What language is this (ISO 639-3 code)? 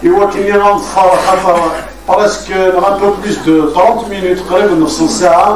kab